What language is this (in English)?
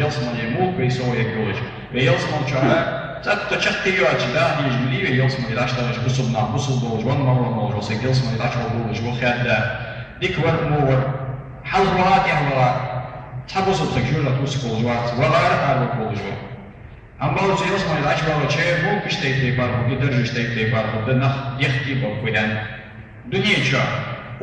Ingush